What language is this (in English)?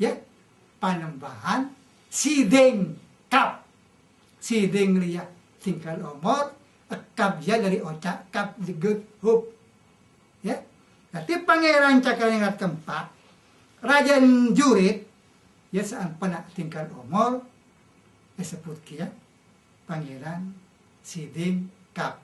Madurese